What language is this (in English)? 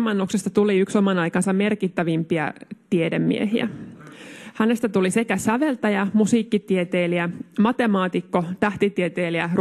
Finnish